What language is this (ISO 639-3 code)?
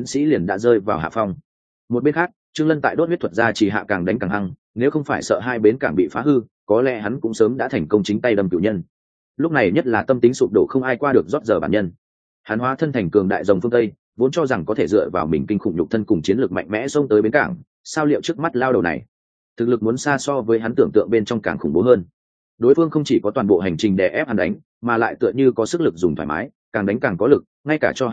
vie